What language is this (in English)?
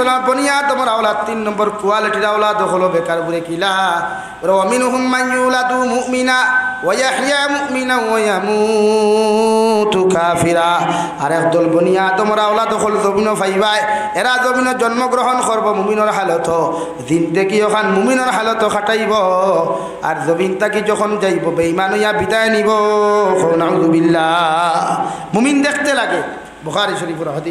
Sylheti